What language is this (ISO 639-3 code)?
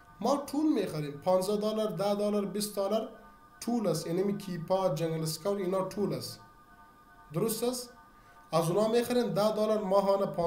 fas